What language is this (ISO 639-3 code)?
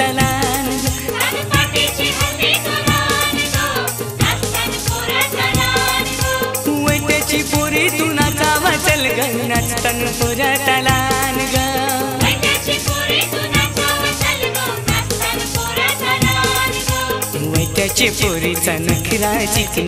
mar